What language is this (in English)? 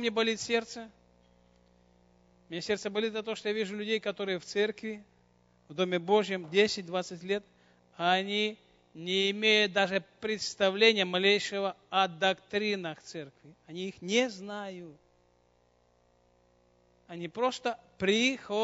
Russian